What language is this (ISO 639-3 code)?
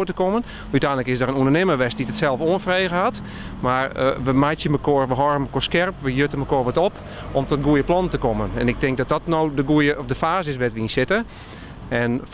fry